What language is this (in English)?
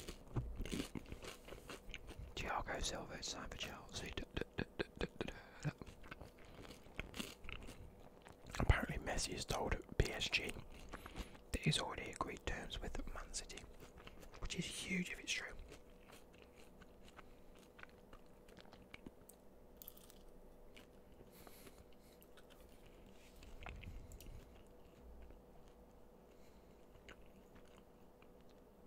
English